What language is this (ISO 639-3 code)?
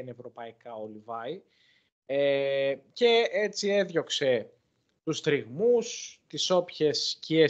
ell